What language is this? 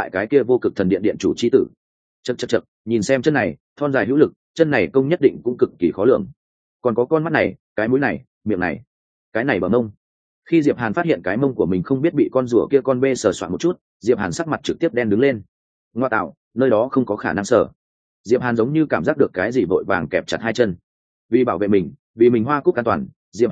Vietnamese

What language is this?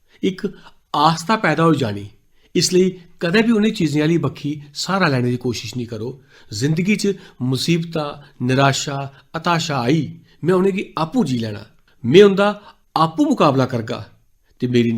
Dogri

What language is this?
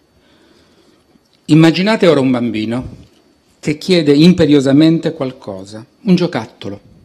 Italian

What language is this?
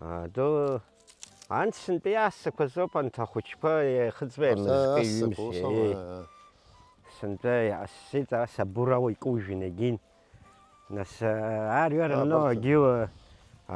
Abkhazian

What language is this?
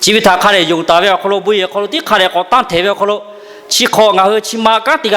Lahu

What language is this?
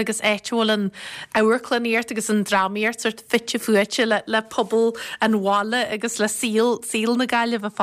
Irish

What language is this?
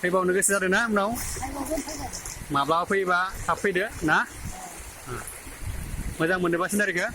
Bodo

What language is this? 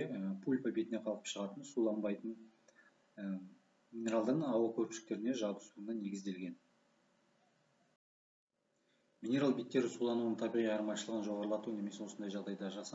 Kazakh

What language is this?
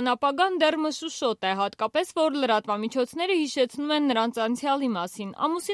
Armenian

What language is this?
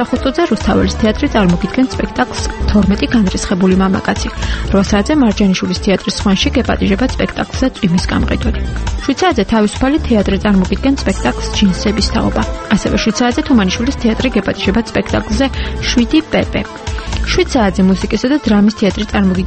Georgian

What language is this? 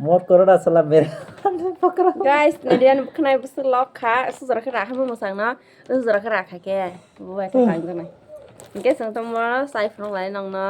Kok Borok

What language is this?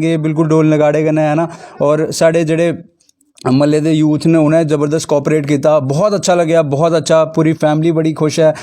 Dogri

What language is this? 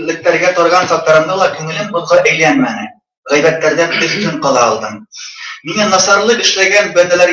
Bashkir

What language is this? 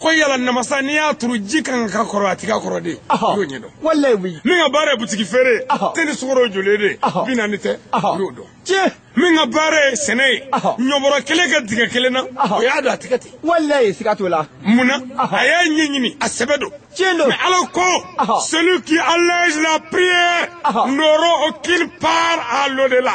Bambara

